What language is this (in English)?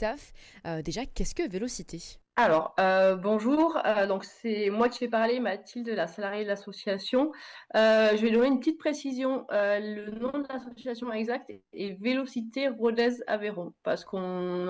French